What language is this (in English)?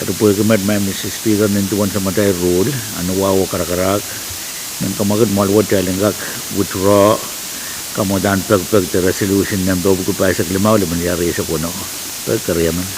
Pohnpeian